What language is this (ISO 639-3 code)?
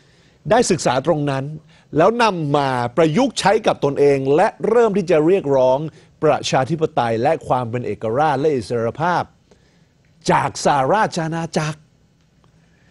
tha